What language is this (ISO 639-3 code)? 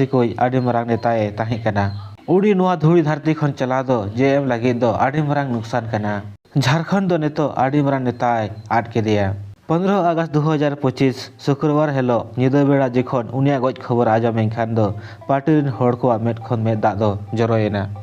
sat